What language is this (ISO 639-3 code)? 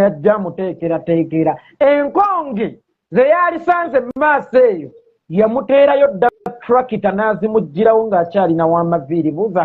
lug